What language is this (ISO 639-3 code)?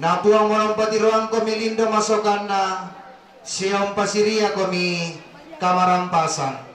sda